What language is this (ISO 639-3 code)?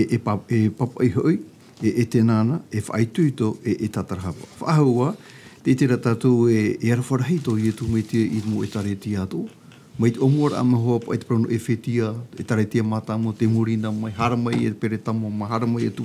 tah